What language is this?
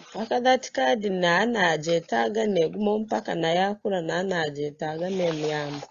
Nyankole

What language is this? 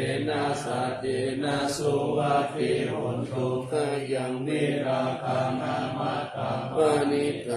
Pali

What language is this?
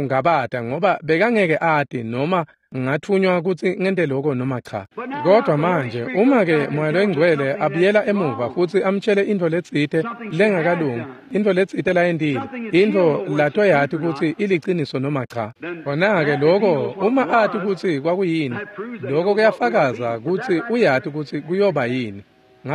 Swati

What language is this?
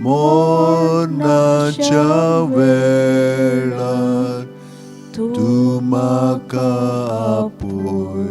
Konkani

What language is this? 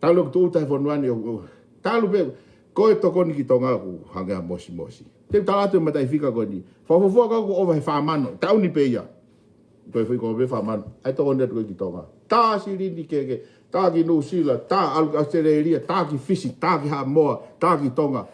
Tongan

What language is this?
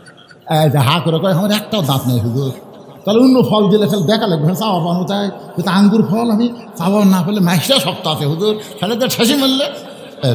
Bangla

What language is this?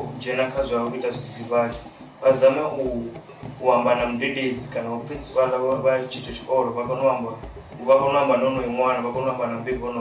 Venda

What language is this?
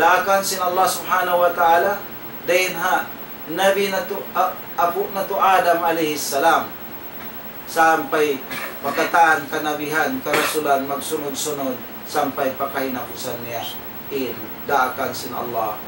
Tausug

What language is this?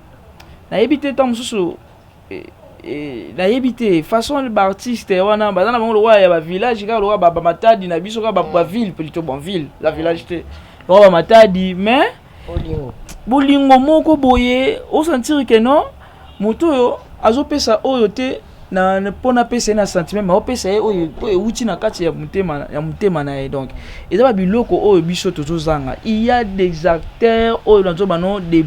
Lingala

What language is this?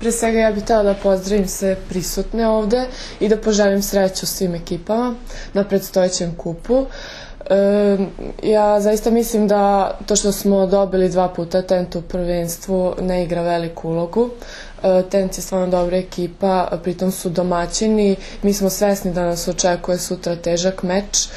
Serbian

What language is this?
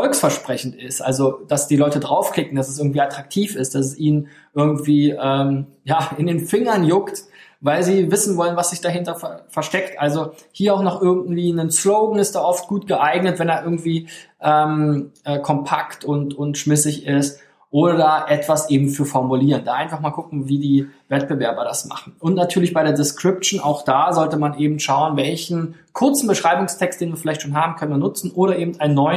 German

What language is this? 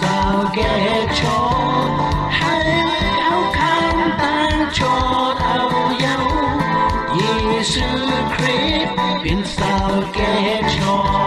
Shan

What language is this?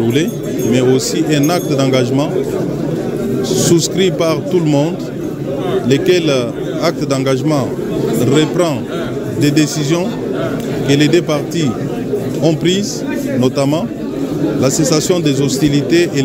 French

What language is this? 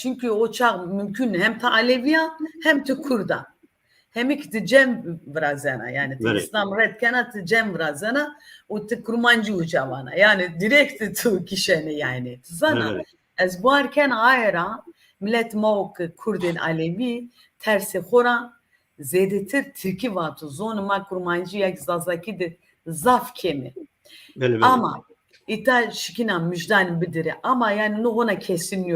Zaza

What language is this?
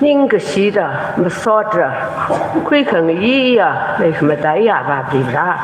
Tangkhul Naga (India)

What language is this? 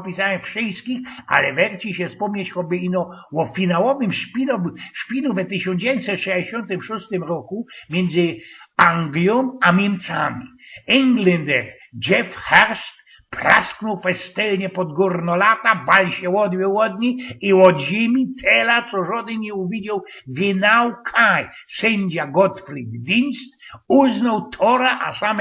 Silesian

